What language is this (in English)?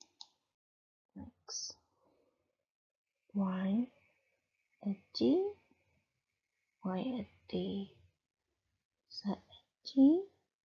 Burmese